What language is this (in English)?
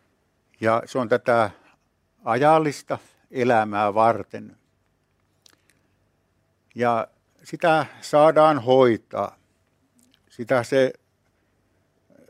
Finnish